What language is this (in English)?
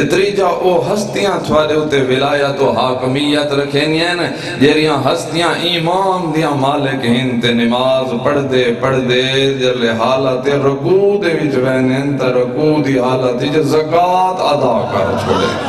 Saraiki